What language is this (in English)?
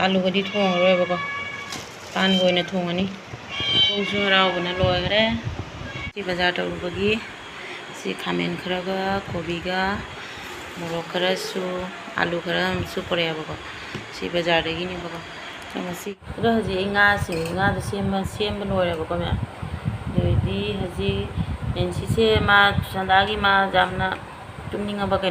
Manipuri